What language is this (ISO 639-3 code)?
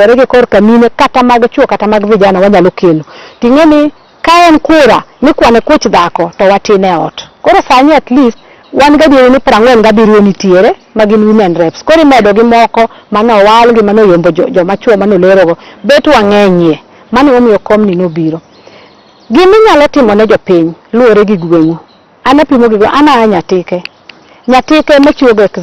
luo